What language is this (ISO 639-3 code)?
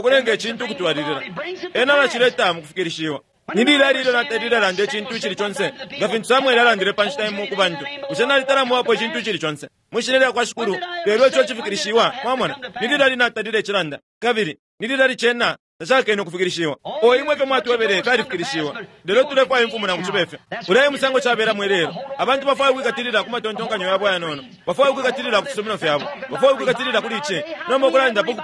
bem